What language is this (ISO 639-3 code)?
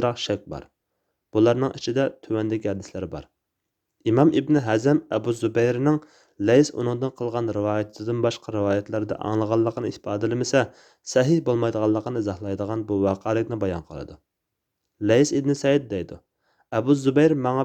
uig